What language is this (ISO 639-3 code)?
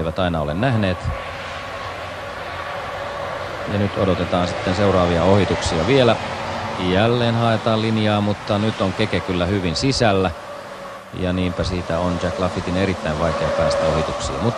fin